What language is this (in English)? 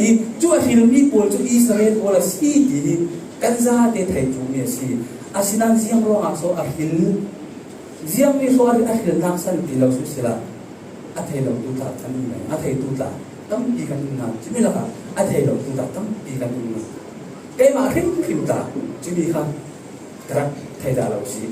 Falam Chin